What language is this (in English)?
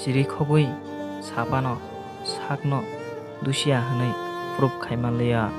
Kok Borok